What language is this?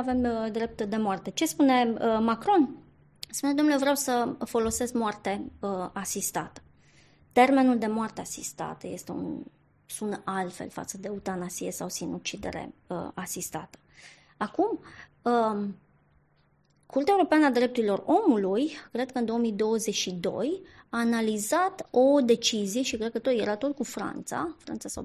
Romanian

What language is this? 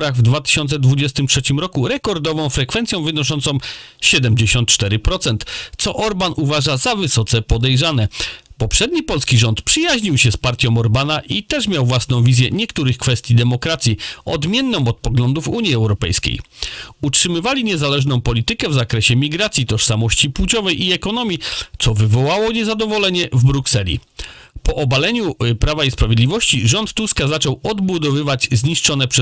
Polish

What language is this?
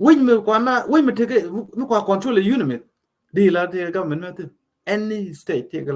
Nuer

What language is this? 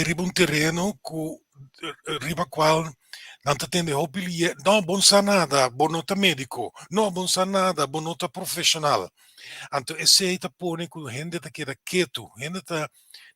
Papiamento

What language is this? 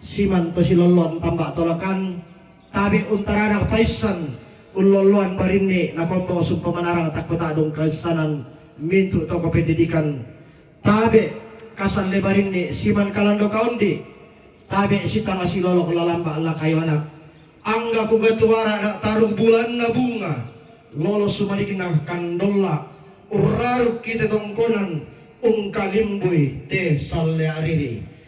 Toraja-Sa'dan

